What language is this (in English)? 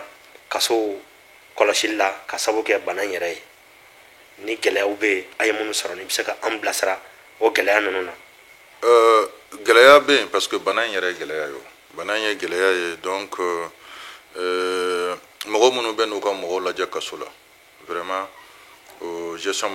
Bambara